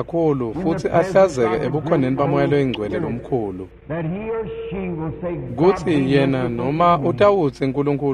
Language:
Swati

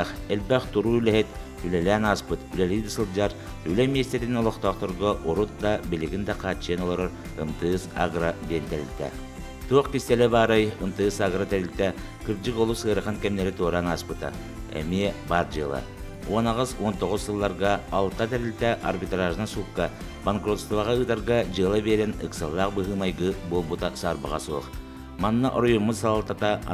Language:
Yakut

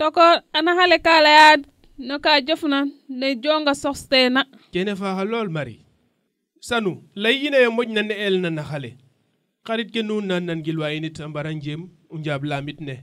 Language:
Serer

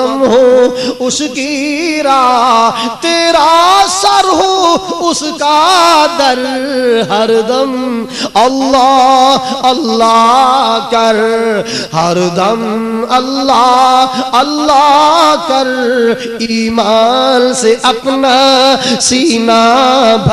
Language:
Urdu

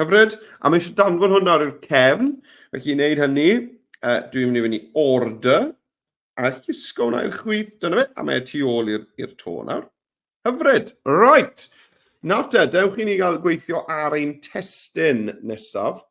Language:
Welsh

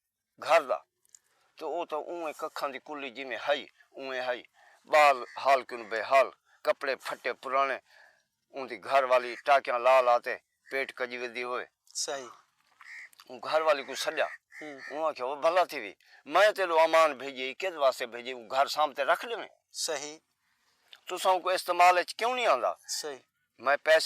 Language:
Saraiki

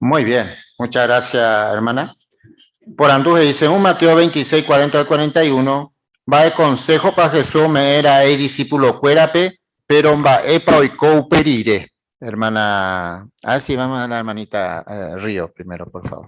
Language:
Guarani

